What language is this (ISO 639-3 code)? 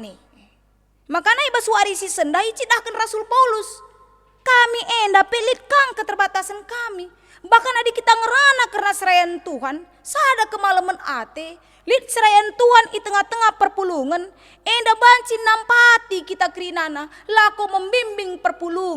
btx